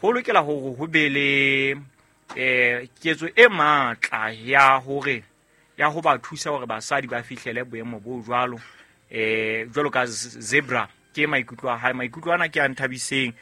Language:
Southern Sotho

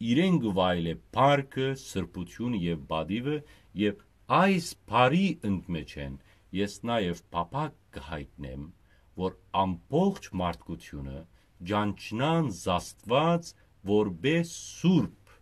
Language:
Western Armenian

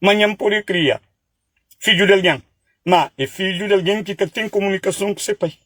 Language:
Kabuverdianu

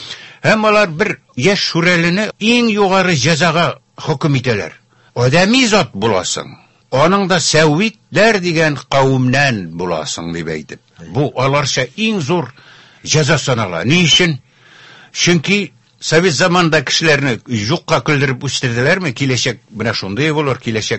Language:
Tatar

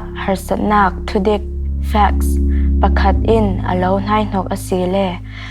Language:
Falam Chin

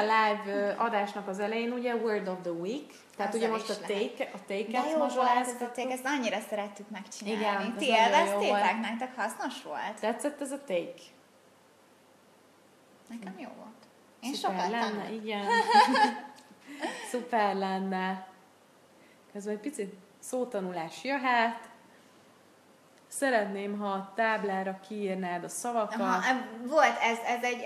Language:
Hungarian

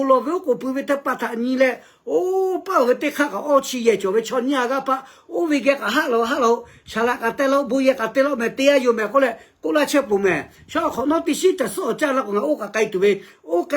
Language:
Lahu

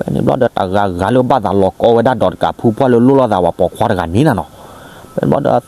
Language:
S'gaw Karen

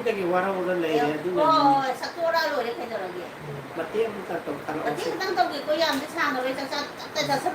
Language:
Manipuri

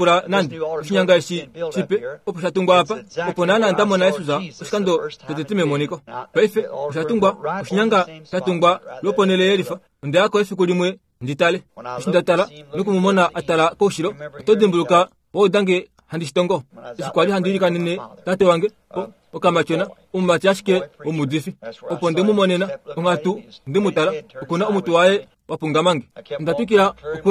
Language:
Kuanyama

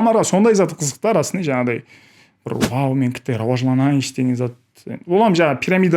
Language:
Kara-Kalpak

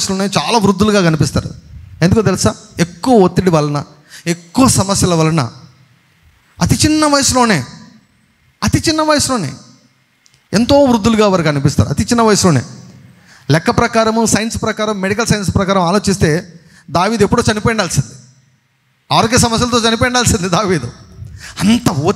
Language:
Telugu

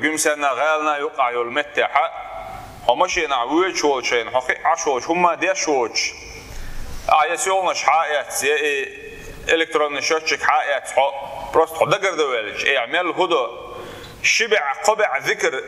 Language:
Chechen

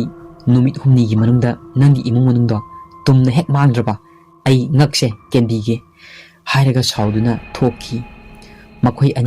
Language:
Manipuri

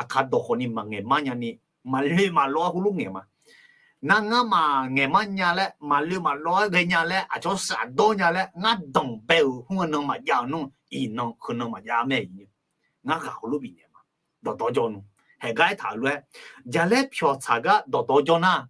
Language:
Akha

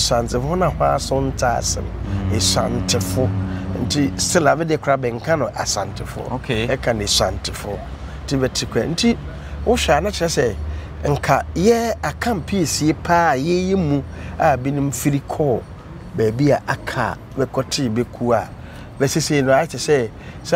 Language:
Akan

